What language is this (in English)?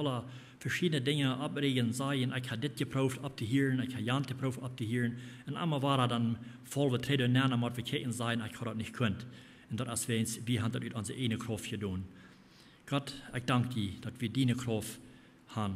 Plautdietsch